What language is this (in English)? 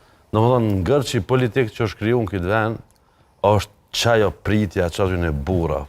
Albanian